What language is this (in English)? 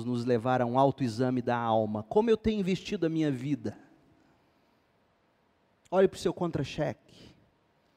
Portuguese